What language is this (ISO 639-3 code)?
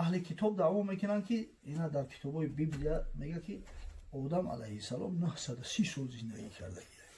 tgk